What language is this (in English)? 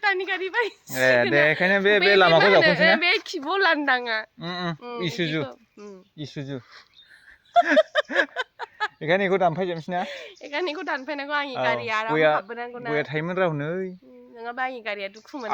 Bodo